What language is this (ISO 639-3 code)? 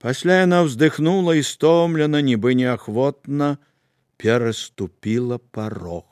bel